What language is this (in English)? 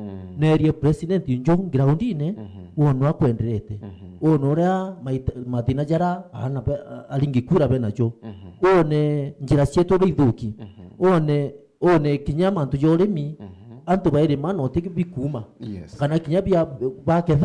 Meru